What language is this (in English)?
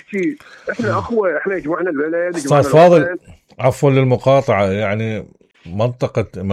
Mesopotamian Arabic